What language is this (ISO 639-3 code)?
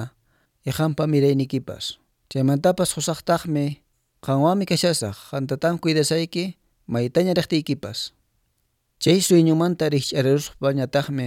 que